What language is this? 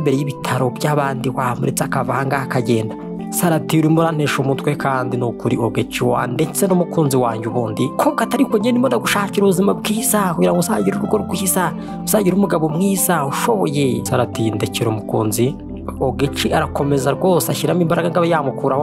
Kinyarwanda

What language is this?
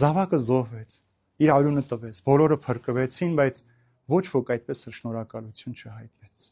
Armenian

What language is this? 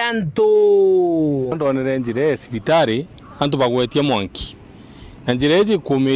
Meru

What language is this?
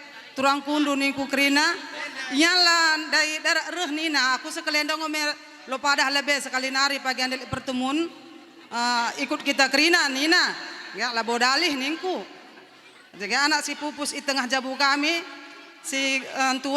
Batak Karo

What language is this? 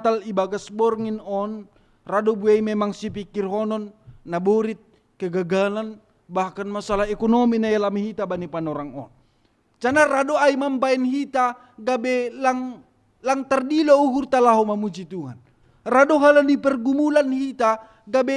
Batak Simalungun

